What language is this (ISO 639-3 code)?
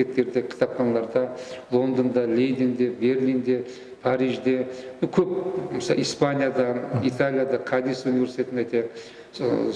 kaz